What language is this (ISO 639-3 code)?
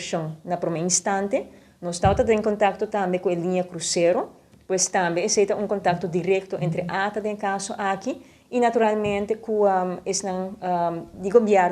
pap